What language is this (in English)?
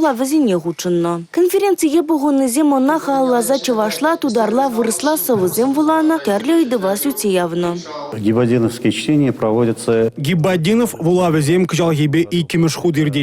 Chuvash